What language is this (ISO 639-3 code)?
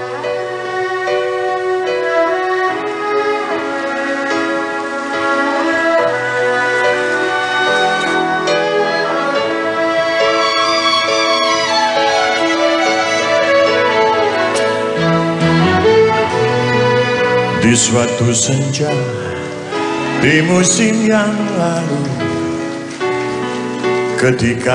ind